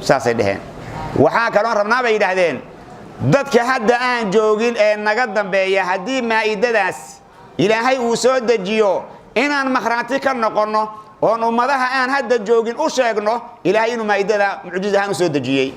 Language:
Somali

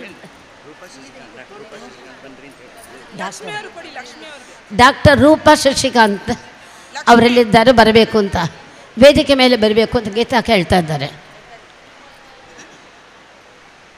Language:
Kannada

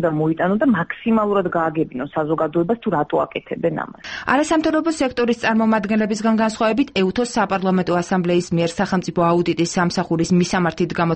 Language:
Georgian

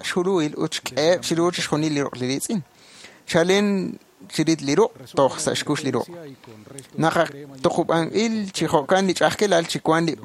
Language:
Kekchí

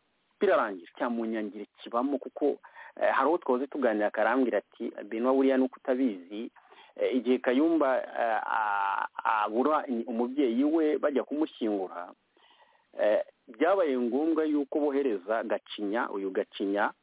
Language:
Kinyarwanda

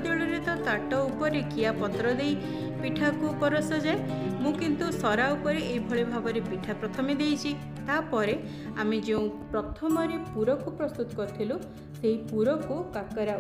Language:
Odia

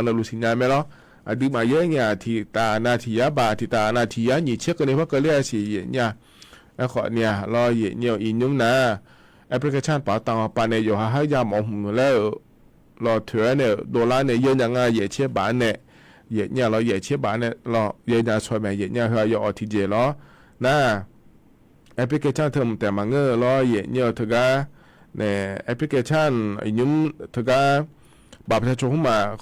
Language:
Akha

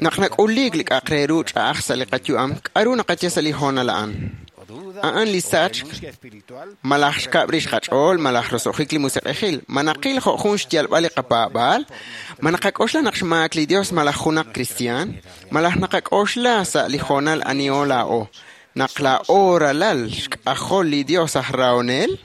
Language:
Kekchí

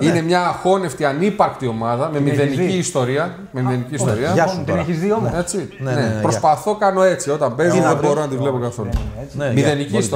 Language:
Greek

